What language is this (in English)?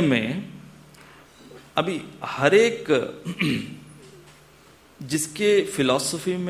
Hindi